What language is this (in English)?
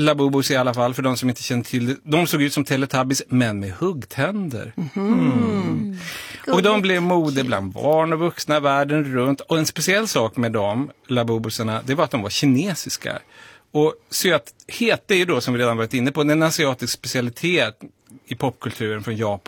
Swedish